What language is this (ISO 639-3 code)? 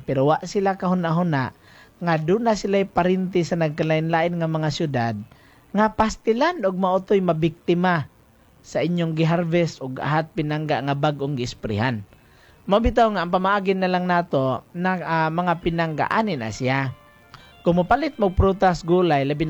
ceb